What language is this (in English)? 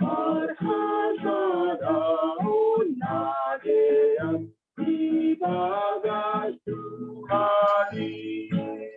Batak Simalungun